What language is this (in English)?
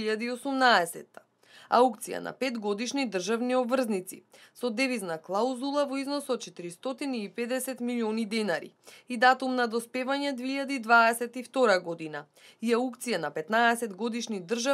Macedonian